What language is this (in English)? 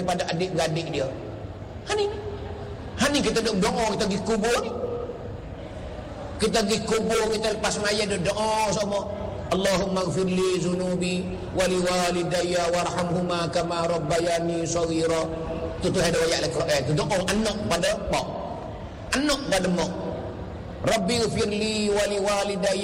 Malay